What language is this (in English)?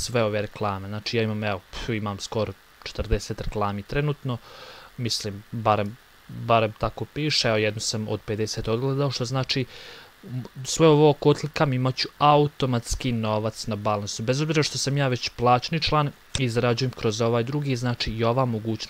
Bosnian